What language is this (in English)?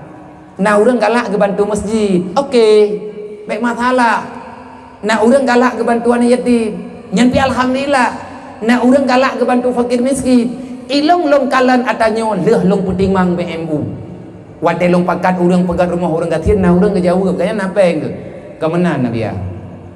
Achinese